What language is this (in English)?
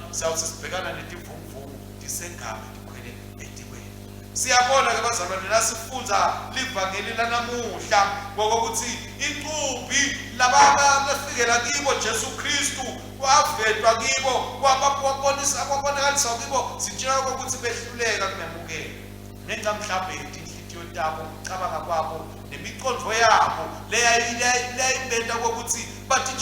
Swati